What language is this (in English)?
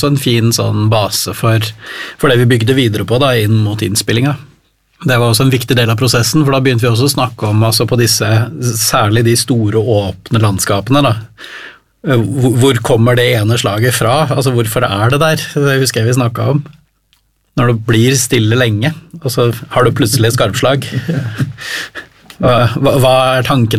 Norwegian